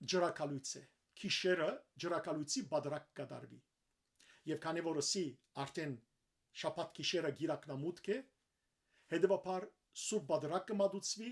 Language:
Western Armenian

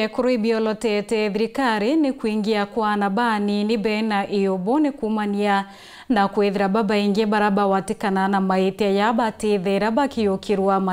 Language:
Meru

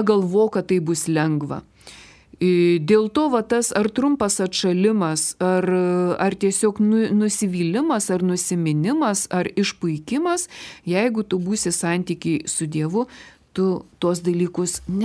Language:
Lithuanian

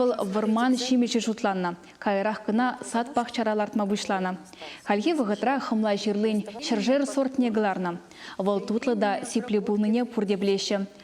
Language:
Chuvash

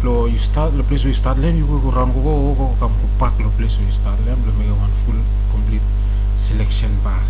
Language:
Bislama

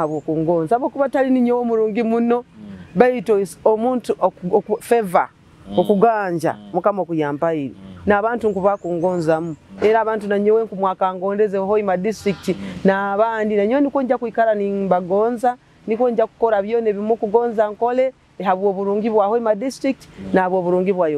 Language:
Nyoro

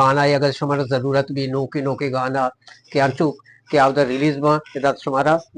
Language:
Eastern Balochi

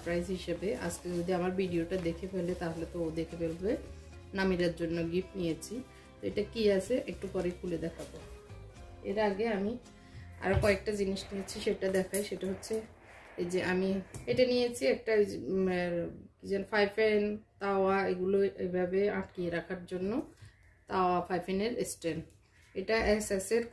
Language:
Bangla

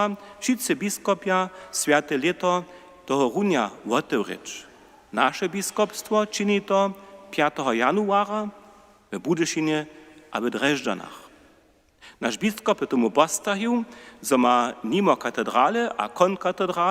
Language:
Upper Sorbian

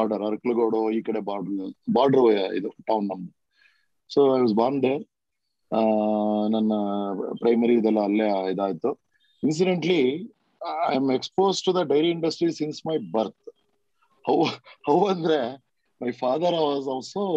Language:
Kannada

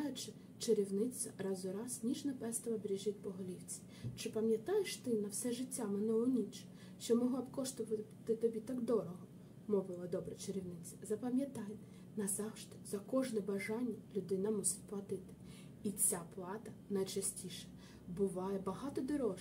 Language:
Ukrainian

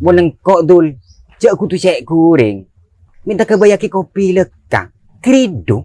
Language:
Madurese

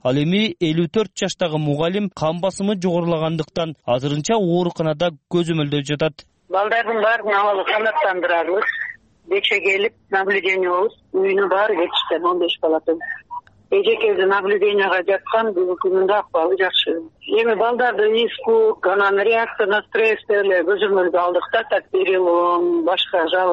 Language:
Kyrgyz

